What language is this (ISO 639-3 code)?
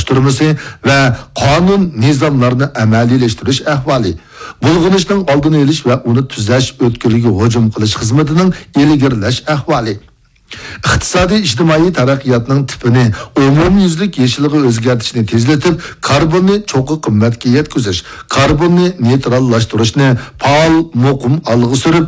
uig